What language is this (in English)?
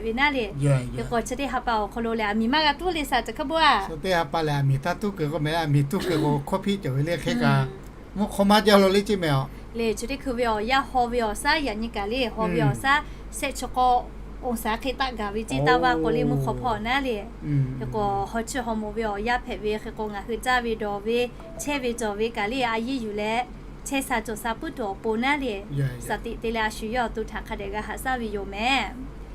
Lahu